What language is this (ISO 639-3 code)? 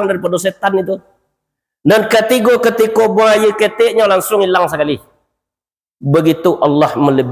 min